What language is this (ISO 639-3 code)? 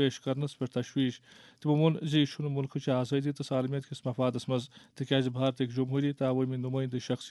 kas